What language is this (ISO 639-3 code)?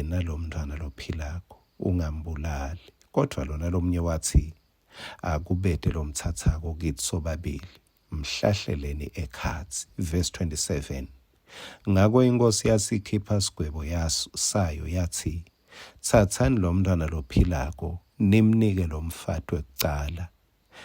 ssw